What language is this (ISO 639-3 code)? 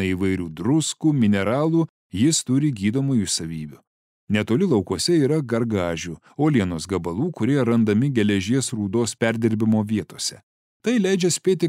lit